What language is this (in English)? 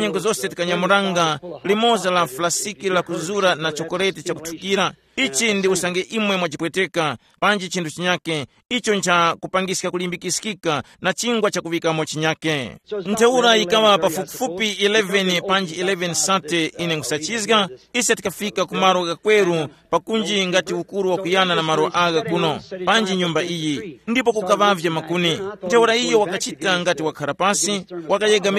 Tumbuka